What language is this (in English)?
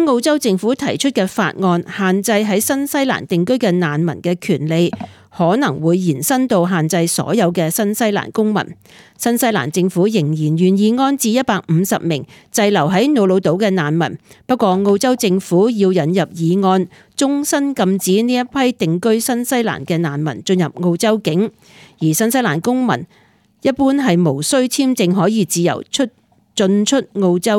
Cantonese